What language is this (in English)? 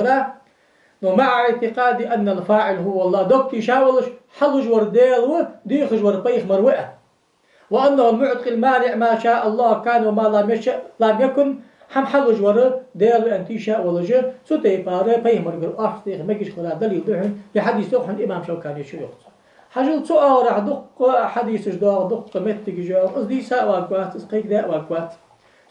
Ingush